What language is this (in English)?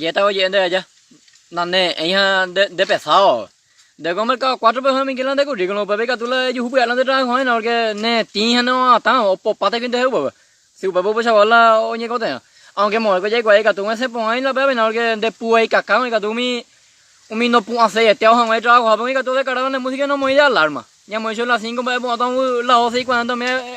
Guarani